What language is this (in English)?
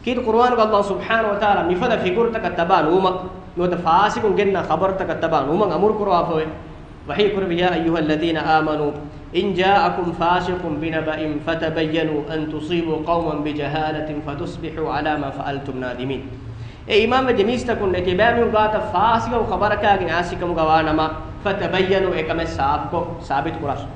Divehi